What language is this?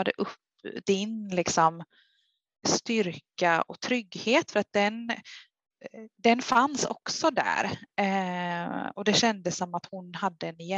Swedish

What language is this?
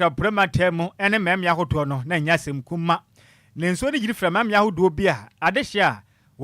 Akan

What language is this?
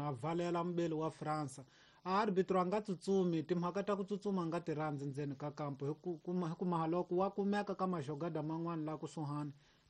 Tsonga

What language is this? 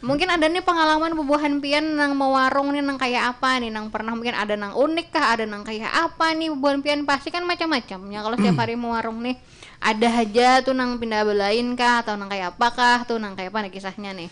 Banjar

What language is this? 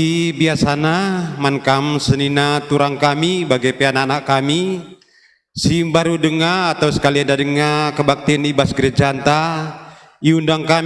Batak Karo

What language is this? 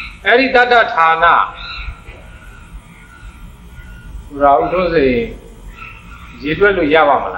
Burmese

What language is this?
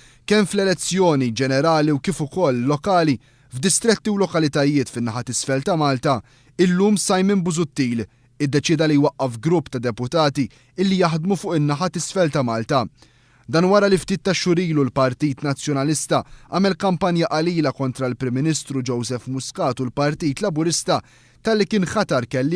Maltese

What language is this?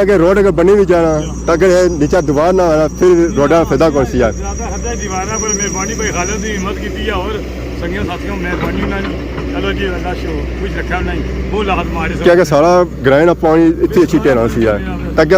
Pahari-Potwari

